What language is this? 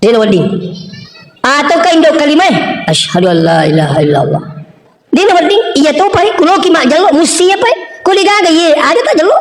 Buginese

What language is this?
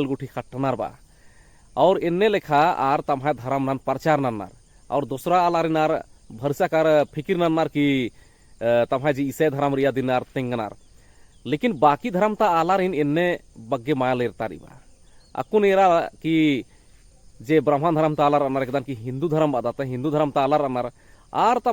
Kurukh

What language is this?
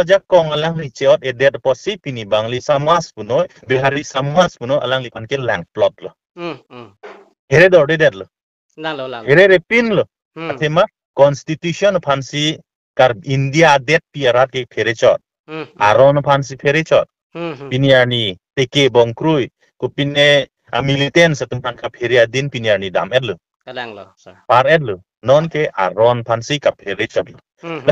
Karbi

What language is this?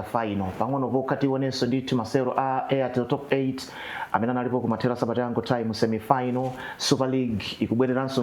Nyanja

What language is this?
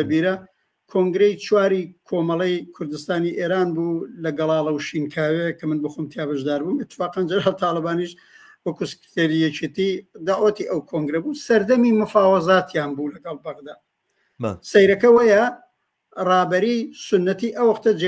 Central Kurdish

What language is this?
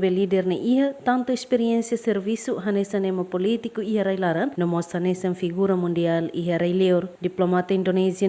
Tetum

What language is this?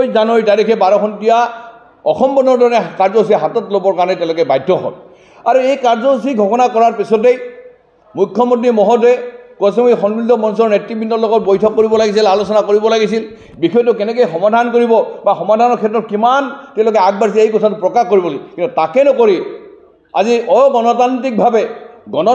Assamese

